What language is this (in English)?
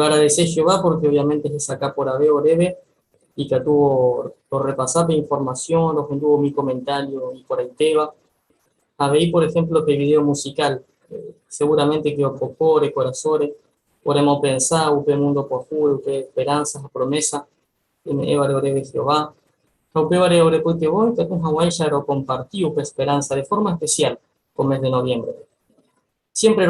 Guarani